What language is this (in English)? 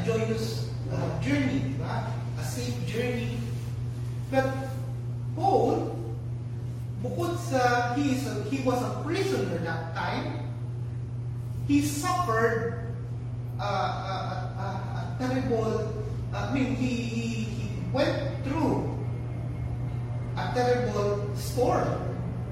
Filipino